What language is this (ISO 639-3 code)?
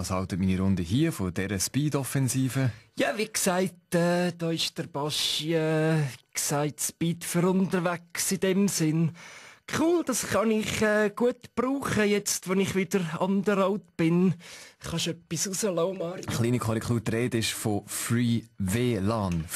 gsw